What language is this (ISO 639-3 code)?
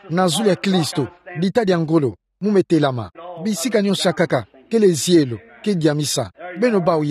ktu